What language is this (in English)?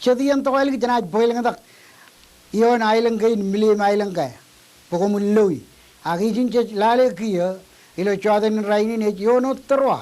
Marshallese